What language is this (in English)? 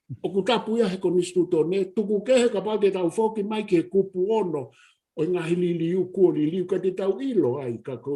Tongan